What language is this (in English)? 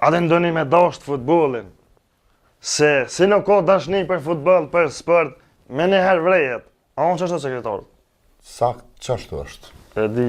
Albanian